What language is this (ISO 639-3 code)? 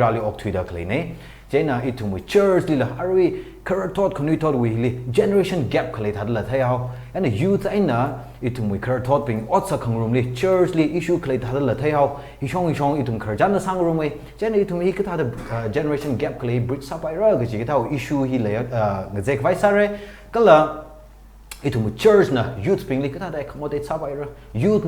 nmf